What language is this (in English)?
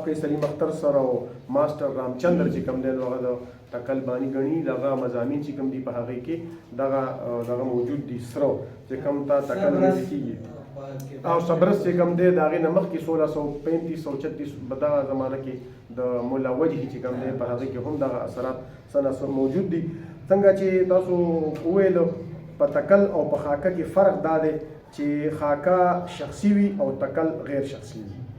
Pashto